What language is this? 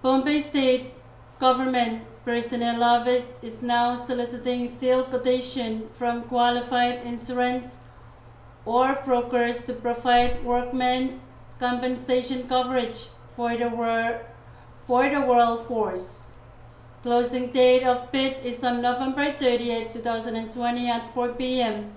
Pohnpeian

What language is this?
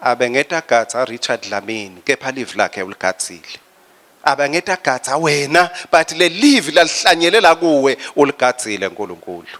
Swati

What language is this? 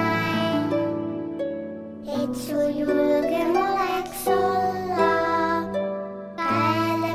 Estonian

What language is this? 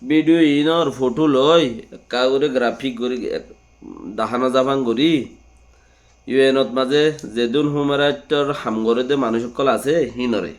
Rohingya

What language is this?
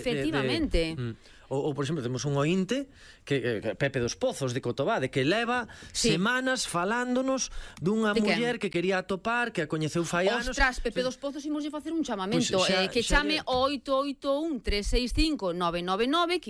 Galician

